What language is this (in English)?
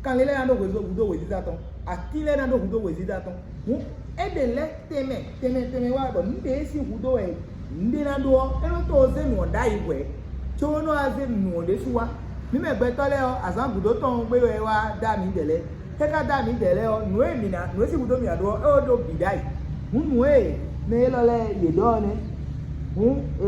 Fon